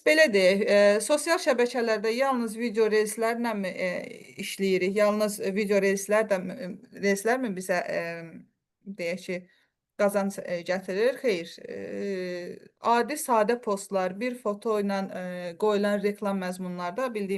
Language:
Azerbaijani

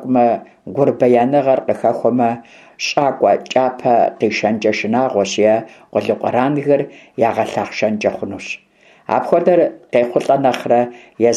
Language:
Kabardian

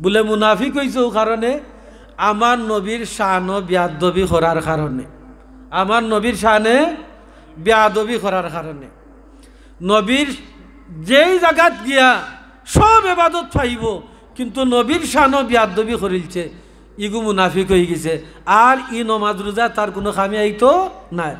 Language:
Sylheti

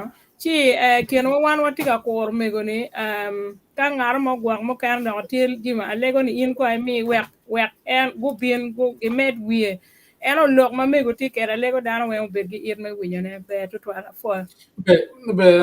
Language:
Acoli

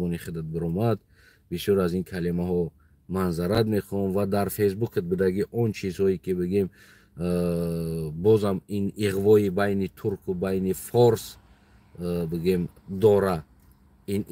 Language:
Tajik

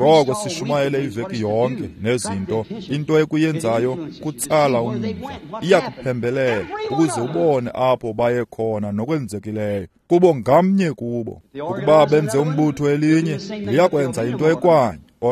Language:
Xhosa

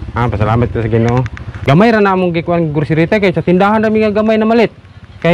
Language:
Cebuano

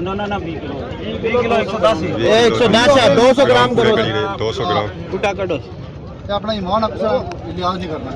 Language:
Pahari-Potwari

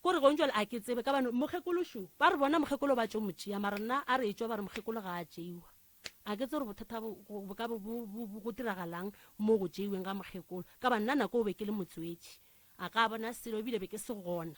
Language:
Northern Sotho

